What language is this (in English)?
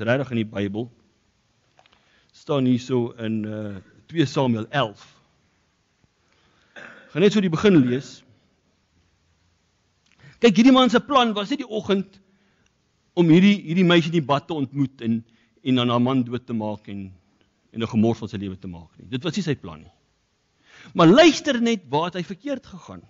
Afrikaans